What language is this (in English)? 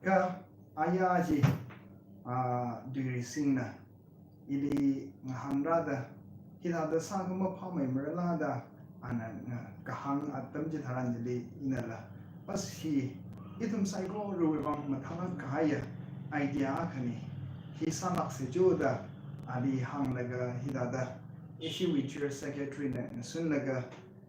Tangkhul Naga (India)